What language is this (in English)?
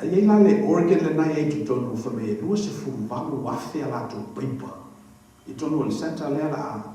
Samoan